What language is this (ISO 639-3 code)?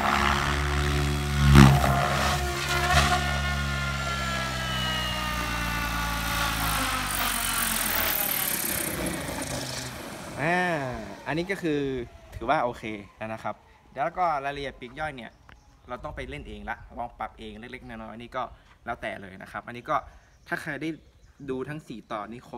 tha